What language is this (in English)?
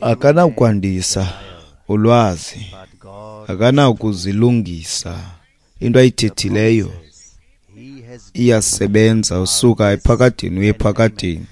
Xhosa